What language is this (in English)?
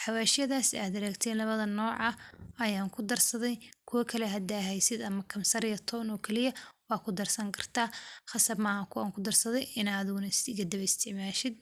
Somali